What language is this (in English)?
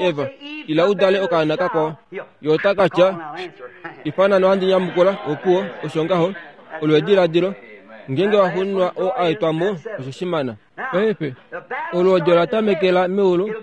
Kuanyama